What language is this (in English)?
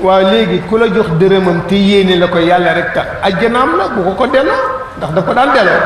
Wolof